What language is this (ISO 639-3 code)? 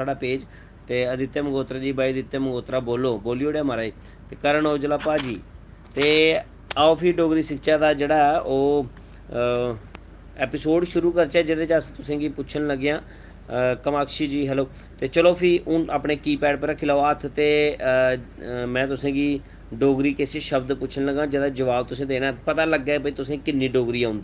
doi